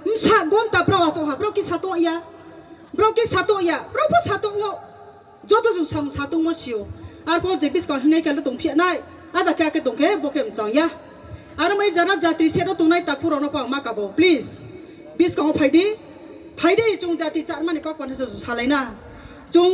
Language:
Riang (India)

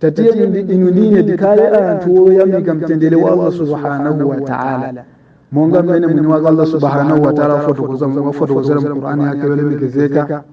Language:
Nyanja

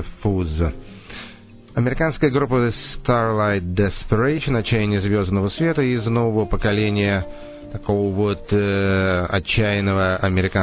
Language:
Russian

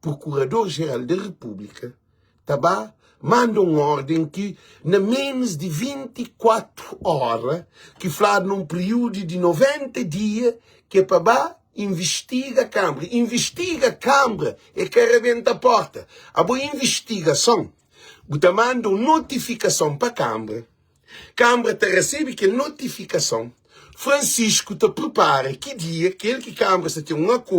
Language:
Kabuverdianu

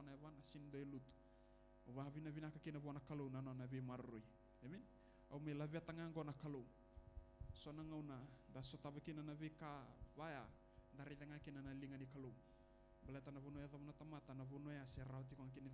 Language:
Fijian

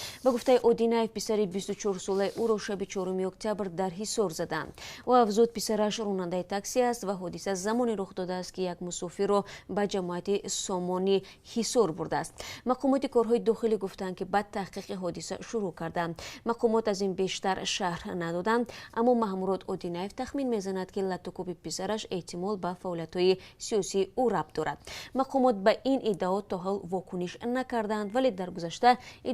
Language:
Tajik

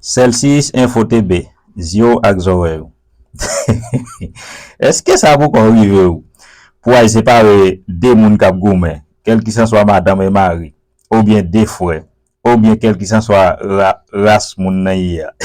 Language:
Haitian Creole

